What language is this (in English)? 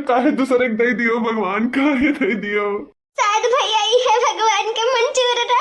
Awadhi